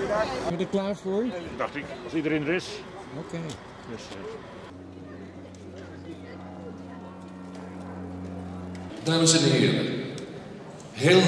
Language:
Dutch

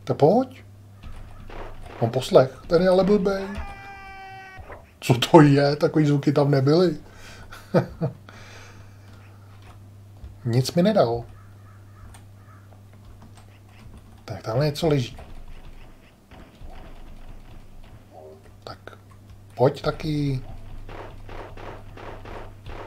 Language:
Czech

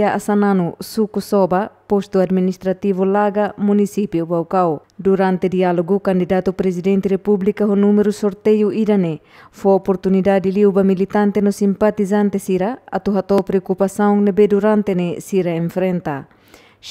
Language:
Tetum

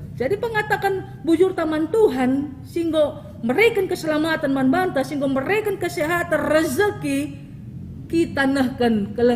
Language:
Batak Karo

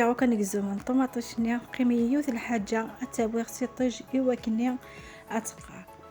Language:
Algerian Arabic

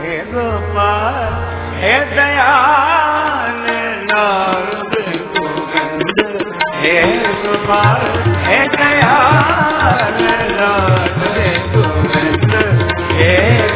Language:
Hindi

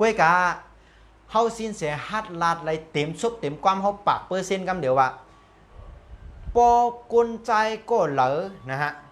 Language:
Shan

